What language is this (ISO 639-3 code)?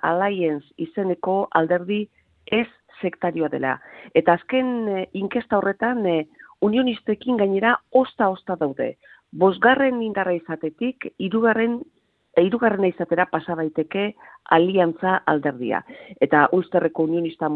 eus